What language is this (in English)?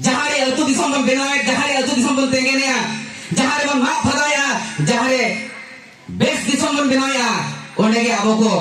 Santali